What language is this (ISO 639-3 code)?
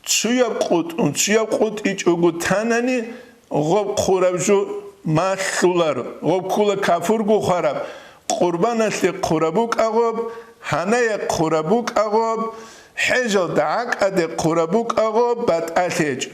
ava